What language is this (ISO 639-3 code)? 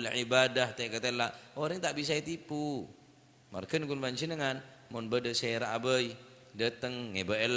mad